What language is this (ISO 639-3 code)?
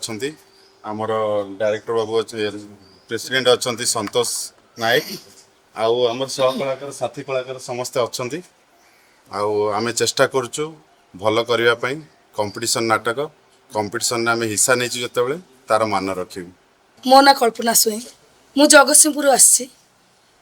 ori